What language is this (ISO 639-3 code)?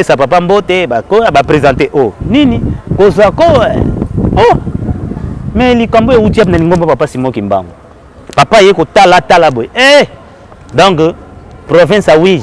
lin